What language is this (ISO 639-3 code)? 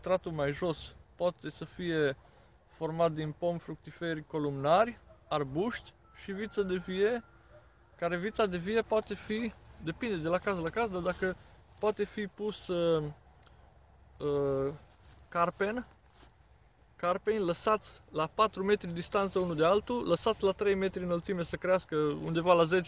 ron